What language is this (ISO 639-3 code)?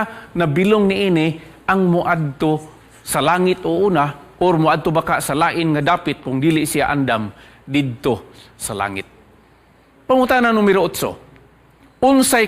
ceb